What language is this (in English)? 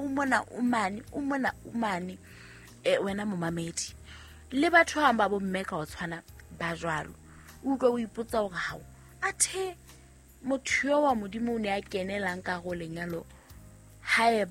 Southern Sotho